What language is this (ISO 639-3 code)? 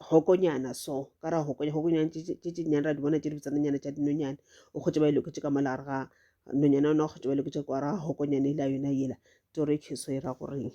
nso